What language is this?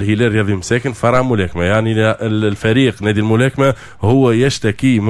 Arabic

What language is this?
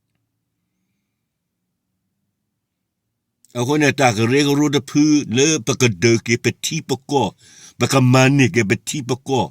S'gaw Karen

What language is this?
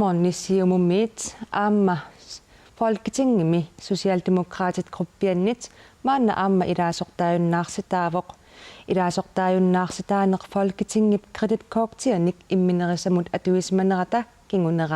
Kalaallisut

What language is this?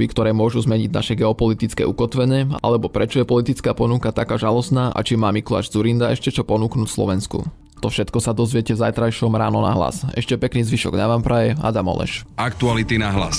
Slovak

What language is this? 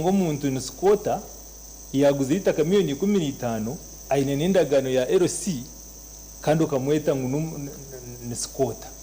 Nyankole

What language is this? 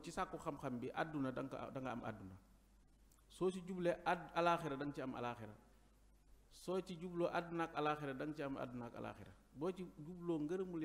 Wolof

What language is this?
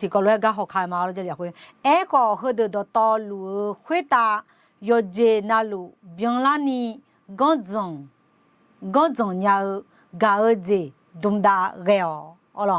Akha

